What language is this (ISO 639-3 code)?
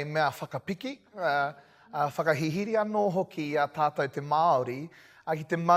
mri